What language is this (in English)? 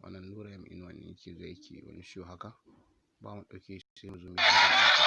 Hausa